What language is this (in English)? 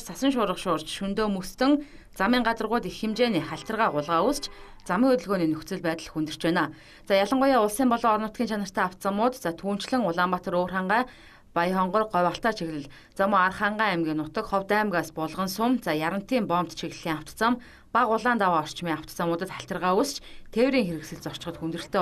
Mongolian